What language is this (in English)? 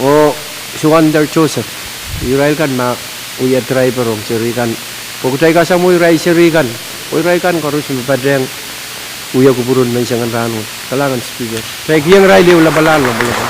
Pohnpeian